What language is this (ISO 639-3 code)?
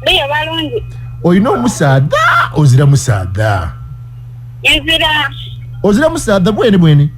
lug